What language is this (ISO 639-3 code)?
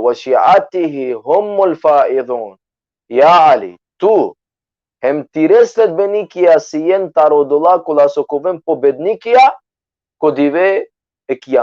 rmn